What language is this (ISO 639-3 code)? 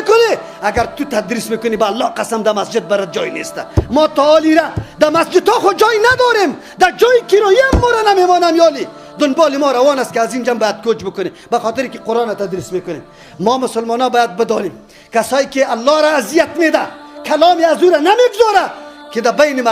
tgk